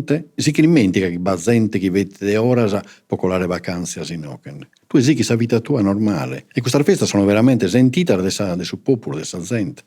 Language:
Sardinian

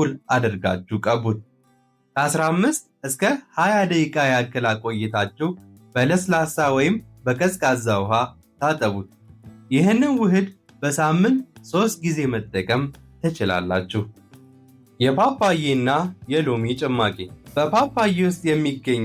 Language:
Amharic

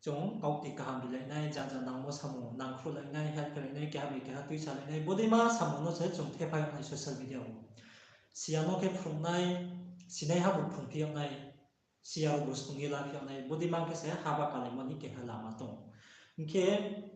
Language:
Riang (India)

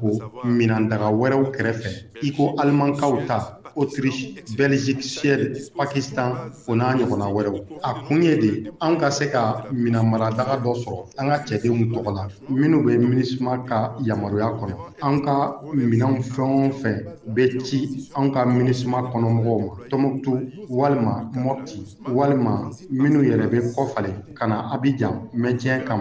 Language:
Bambara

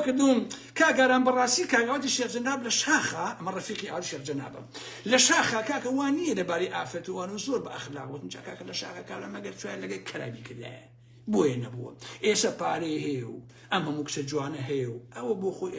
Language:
Central Kurdish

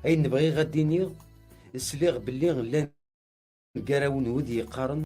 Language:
Kabyle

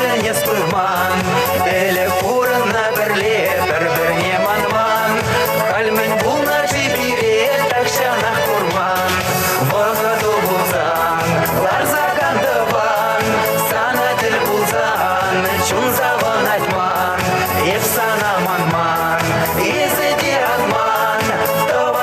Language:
Chuvash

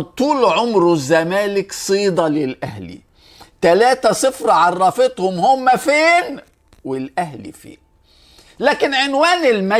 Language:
Egyptian Arabic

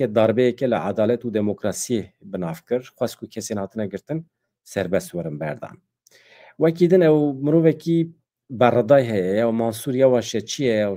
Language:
Kurdish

